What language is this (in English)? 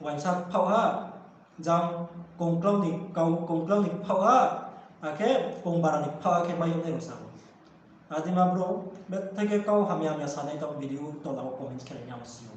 Riang (India)